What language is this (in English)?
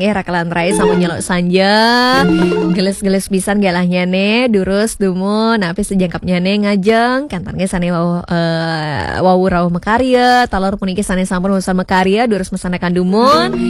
Balinese